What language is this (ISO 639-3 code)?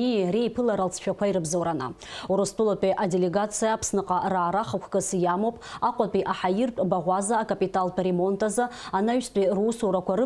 abk